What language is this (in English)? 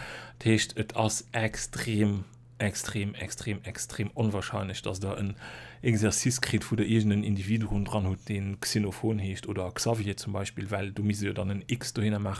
Luxembourgish